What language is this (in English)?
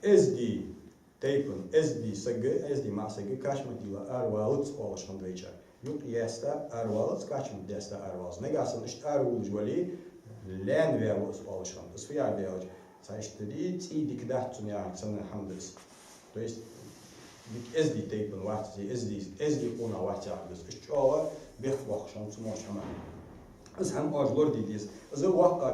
Ingush